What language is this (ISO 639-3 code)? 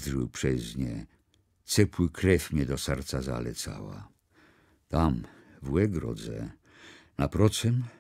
csb